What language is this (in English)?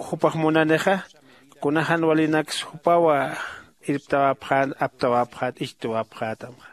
Aymara